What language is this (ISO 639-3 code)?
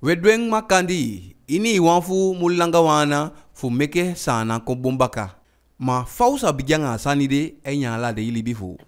djk